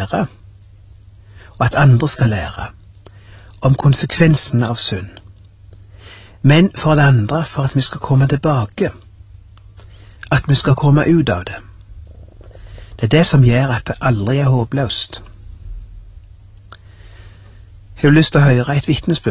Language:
Norwegian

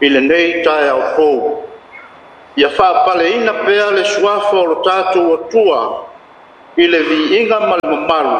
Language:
Samoan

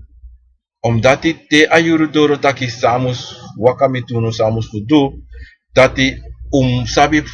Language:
Sranan Tongo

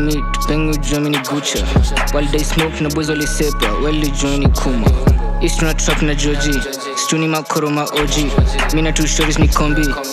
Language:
Swahili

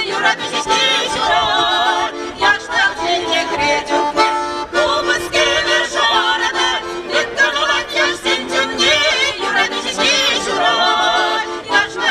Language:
Chuvash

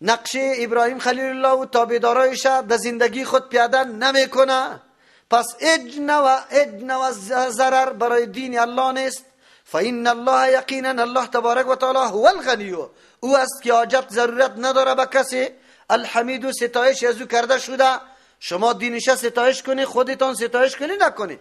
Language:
Persian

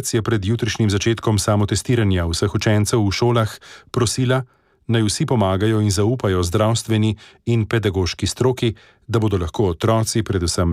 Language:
Slovenian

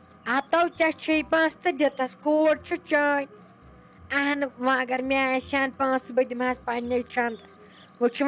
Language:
Kashmiri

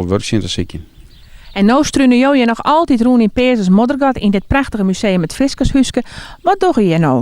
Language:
Western Frisian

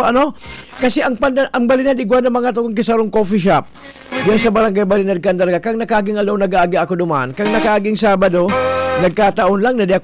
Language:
Bikol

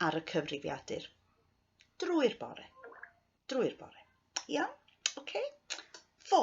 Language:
Welsh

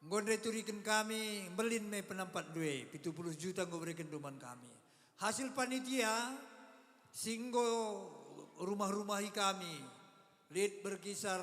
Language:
Batak Karo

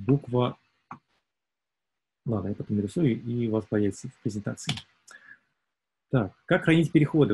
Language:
Russian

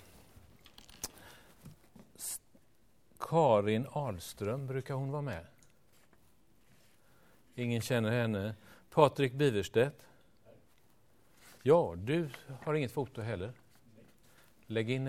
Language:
Swedish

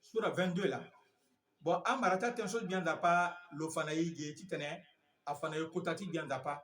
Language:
Sango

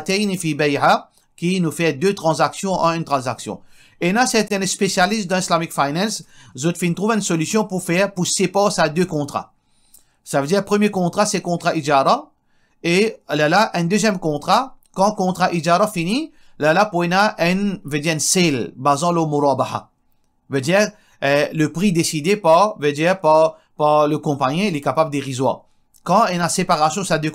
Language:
Morisyen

